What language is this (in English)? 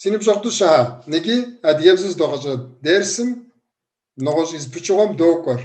Kabardian